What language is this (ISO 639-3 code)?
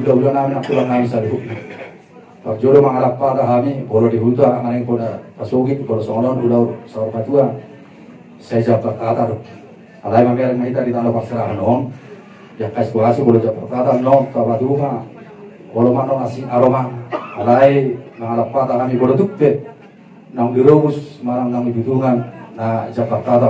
bbc